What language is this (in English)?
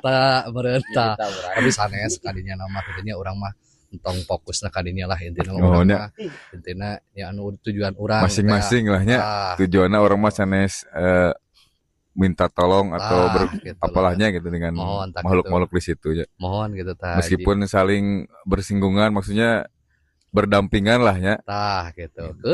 Sundanese